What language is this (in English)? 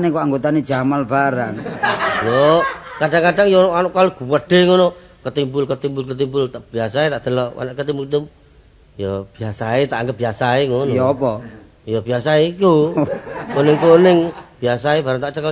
Javanese